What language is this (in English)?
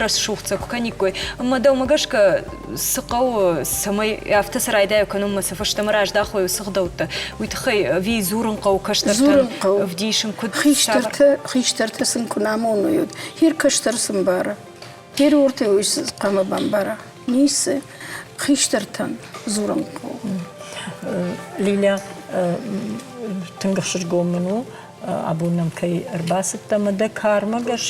Ossetic